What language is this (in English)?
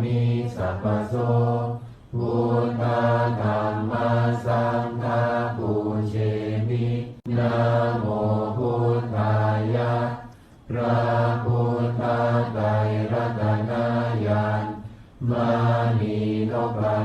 Pali